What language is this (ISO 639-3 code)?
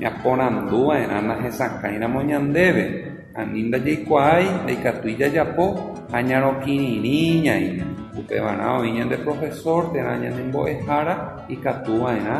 grn